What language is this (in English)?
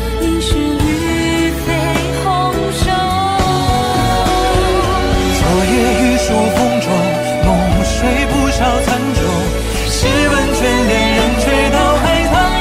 Chinese